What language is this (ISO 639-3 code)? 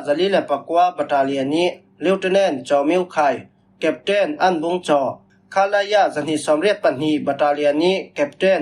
cfm